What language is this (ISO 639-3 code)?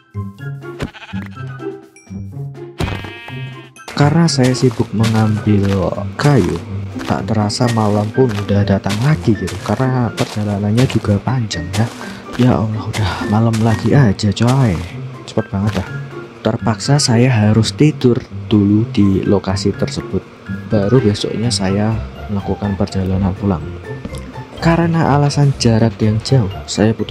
ind